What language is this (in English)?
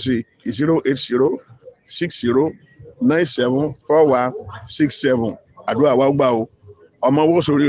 Yoruba